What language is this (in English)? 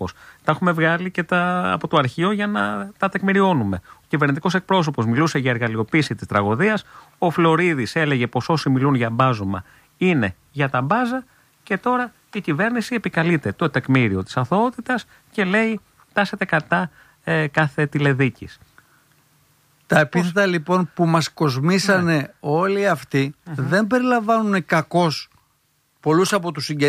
Greek